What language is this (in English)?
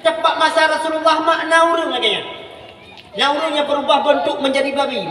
Achinese